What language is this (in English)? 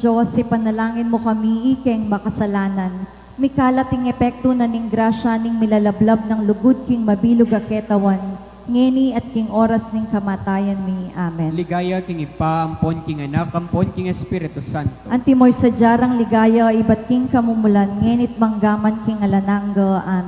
Pampanga